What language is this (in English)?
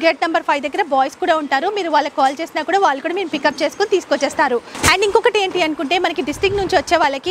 Telugu